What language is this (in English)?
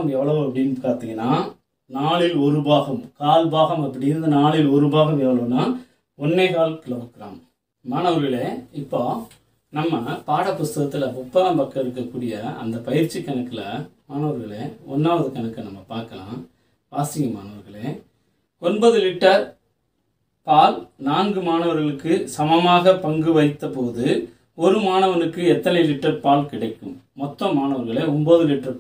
Tamil